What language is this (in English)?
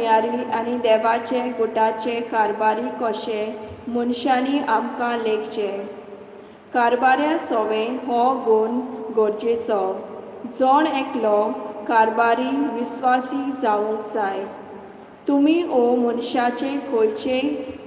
Konkani